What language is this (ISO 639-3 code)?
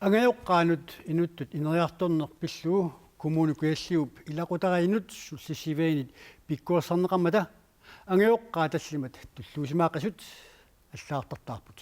kal